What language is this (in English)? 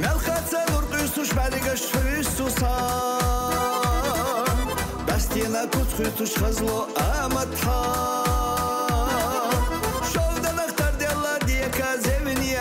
Chechen